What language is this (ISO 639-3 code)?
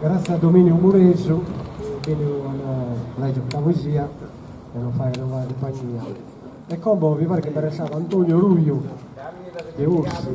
srd